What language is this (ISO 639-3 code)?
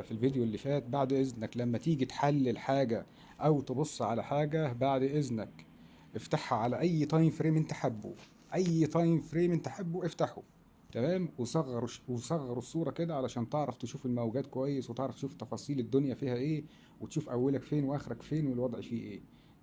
arz